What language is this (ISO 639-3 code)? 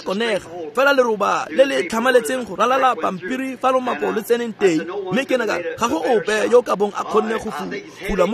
tsn